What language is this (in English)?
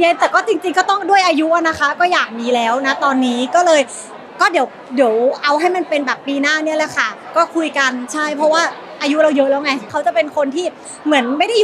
Thai